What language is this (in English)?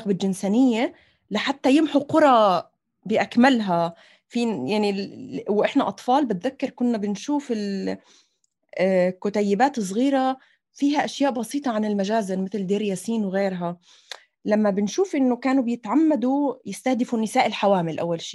North Levantine Arabic